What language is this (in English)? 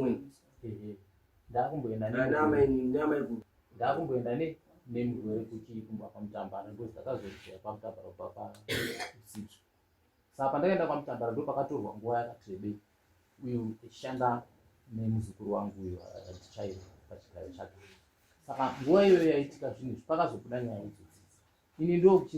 Shona